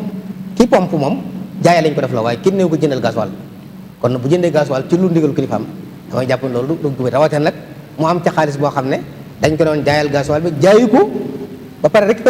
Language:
Wolof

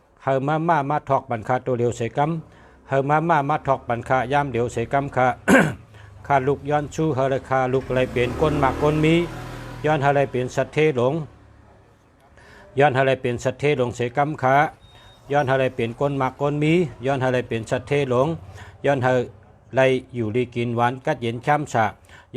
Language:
Shan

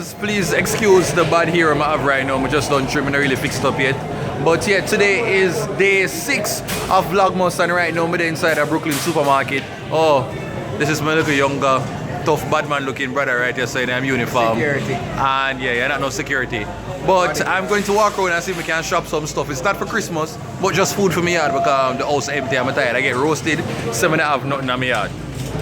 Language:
Jamaican Creole English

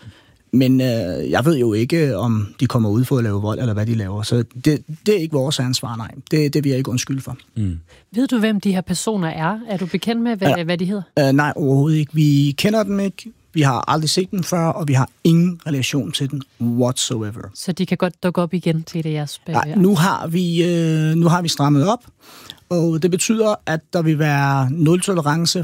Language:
Danish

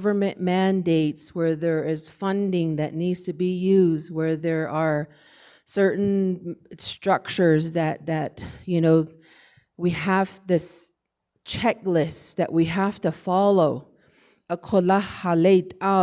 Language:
Navajo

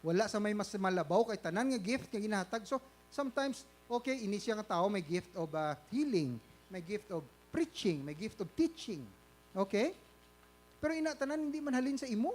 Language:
Hiligaynon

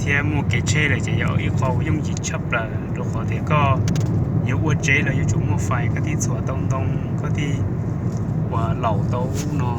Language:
Hmong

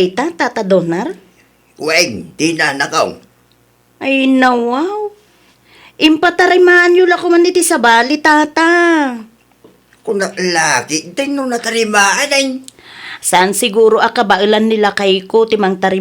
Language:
Iloko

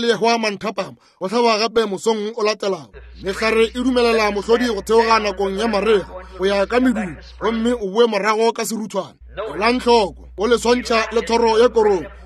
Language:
Northern Sotho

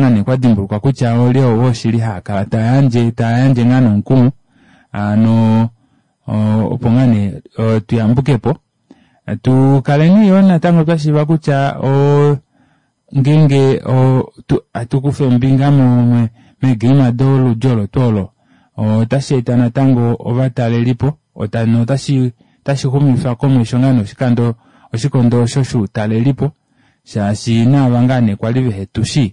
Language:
Kuanyama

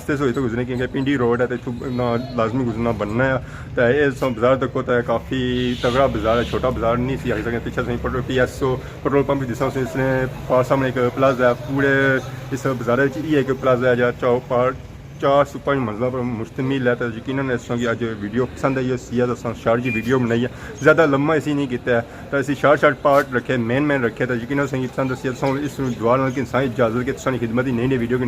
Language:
Pahari-Potwari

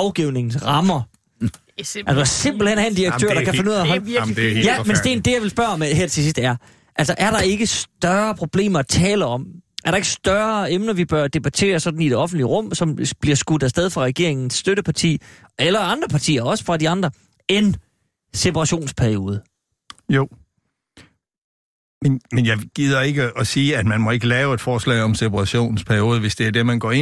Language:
Danish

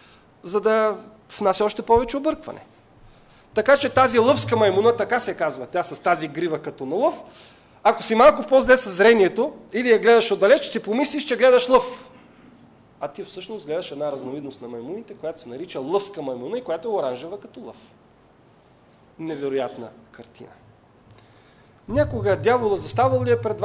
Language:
Bulgarian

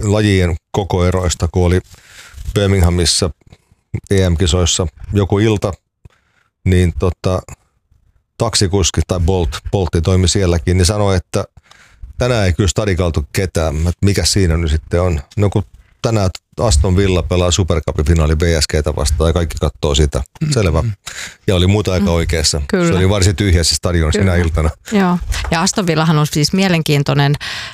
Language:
Finnish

